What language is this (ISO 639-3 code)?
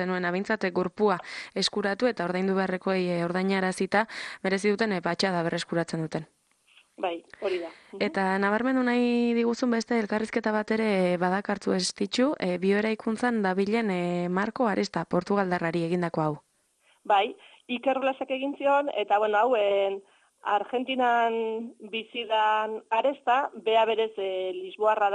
eus